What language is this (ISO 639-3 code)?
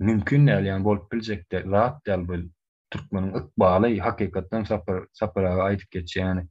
tuk